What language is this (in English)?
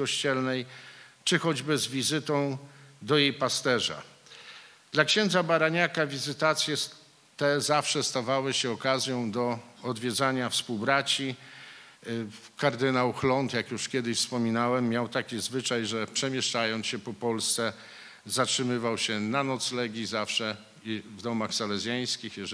Polish